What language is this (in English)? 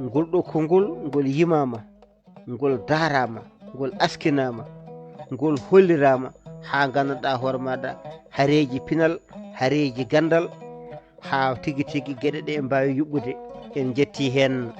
Fula